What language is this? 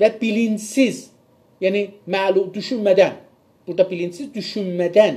South Azerbaijani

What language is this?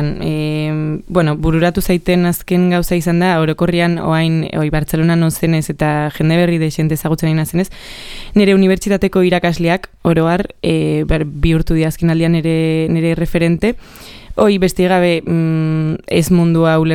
Basque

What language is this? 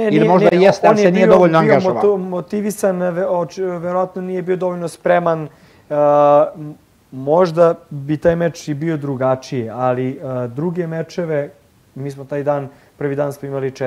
Serbian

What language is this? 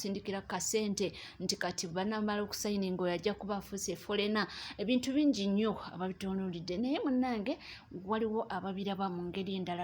Ganda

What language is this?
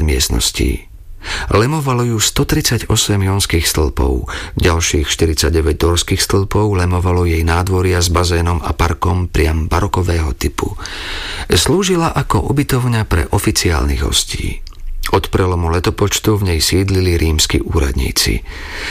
Slovak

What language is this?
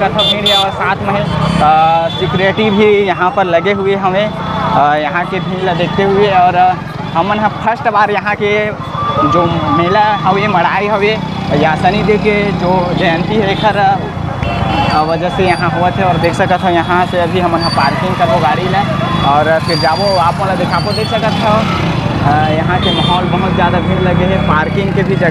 Chhattisgarhi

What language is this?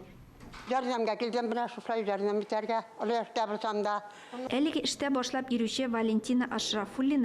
Tatar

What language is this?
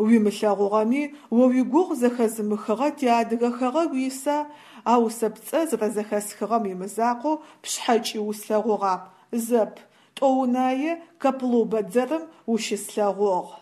Adyghe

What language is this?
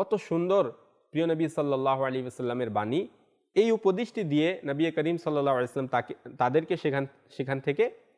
Bangla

